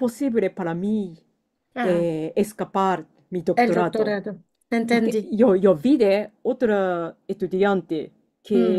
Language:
Ladino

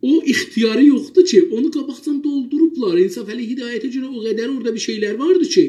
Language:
South Azerbaijani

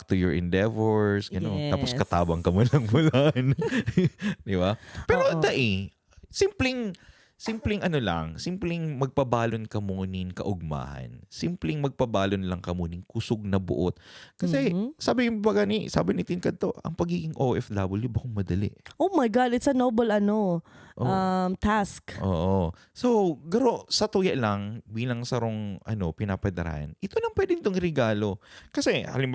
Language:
Bikol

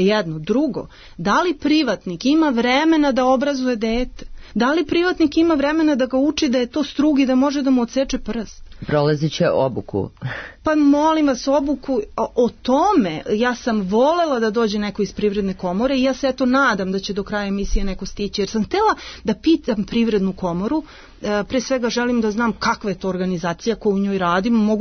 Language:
Serbian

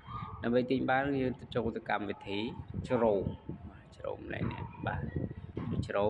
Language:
Khmer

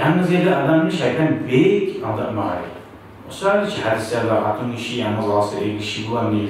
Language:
Kumyk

